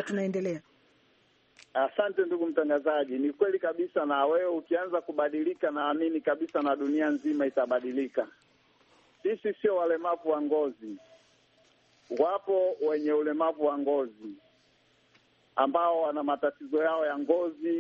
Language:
Swahili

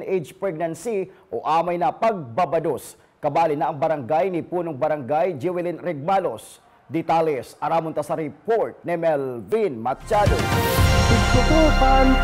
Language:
Bikol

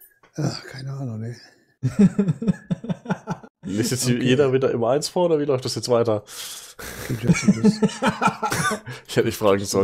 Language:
German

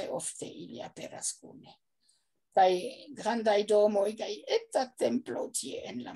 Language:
Esperanto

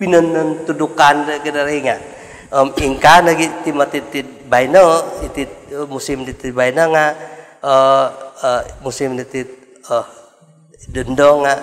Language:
Central Dusun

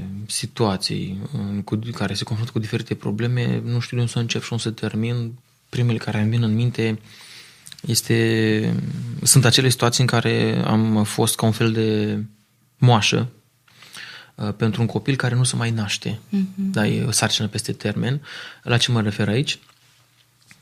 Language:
Romanian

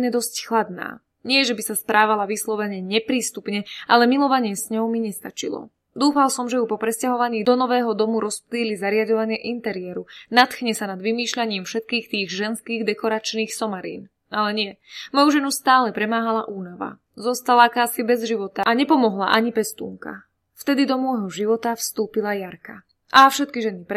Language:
Slovak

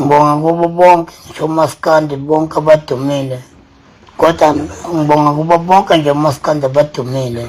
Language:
Zulu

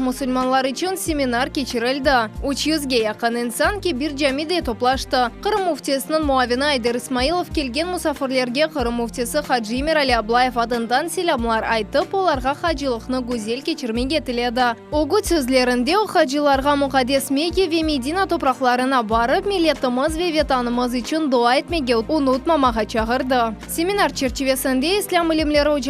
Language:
Crimean Tatar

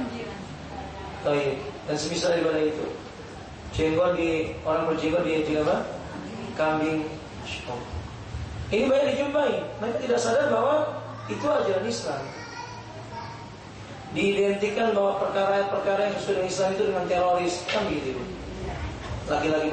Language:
Indonesian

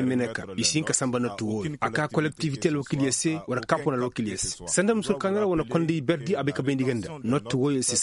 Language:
Koyraboro Senni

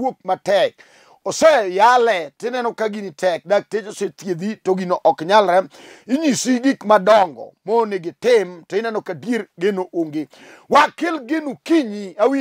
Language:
Luo (Kenya and Tanzania)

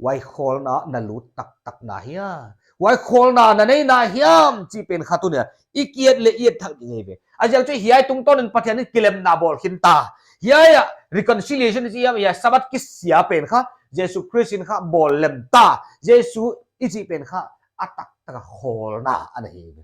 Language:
Paite Chin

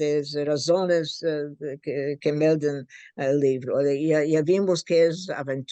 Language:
Ladino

